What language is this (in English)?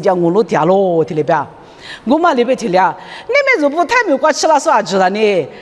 Lisu